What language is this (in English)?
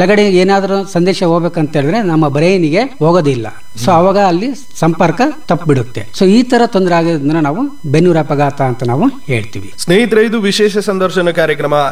Kannada